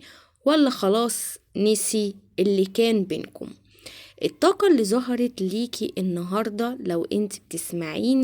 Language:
Egyptian Arabic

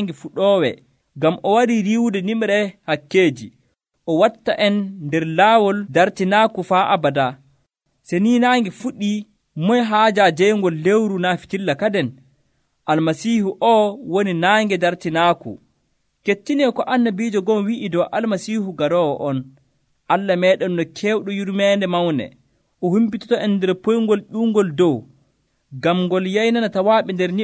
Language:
Nigerian Fulfulde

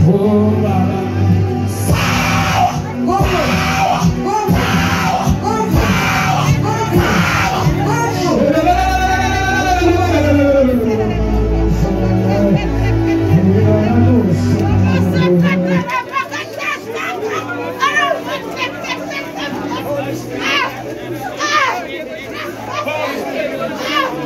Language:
Swahili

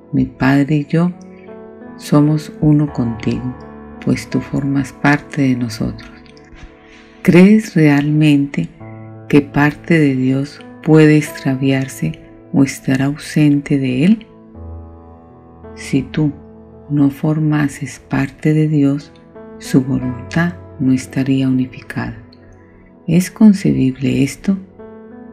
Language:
Spanish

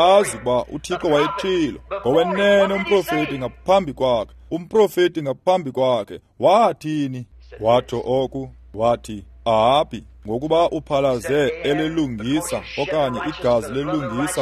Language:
Xhosa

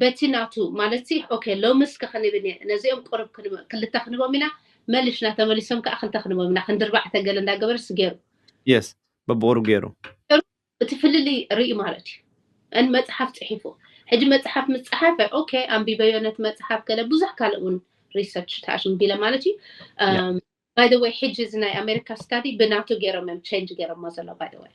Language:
Tigrinya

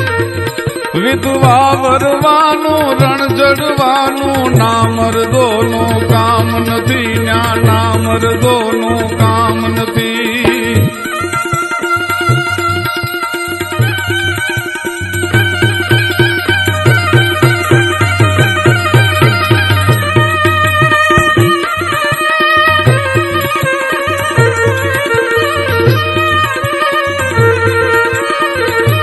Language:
Gujarati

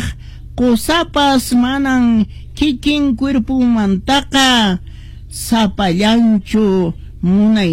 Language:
Quechua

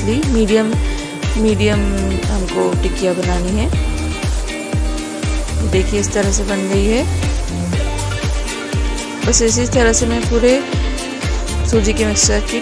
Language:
Hindi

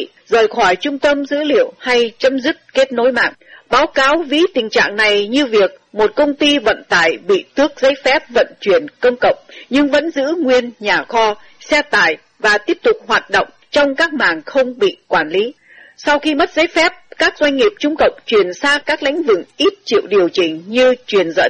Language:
Vietnamese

